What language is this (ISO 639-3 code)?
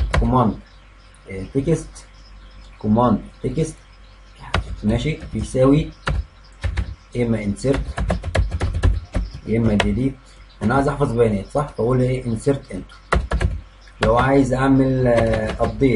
arz